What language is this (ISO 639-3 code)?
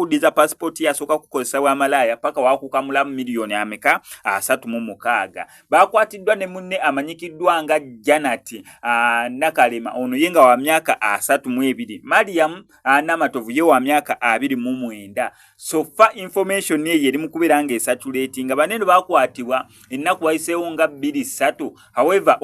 lug